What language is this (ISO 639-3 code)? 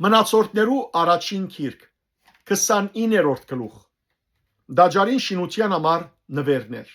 hyw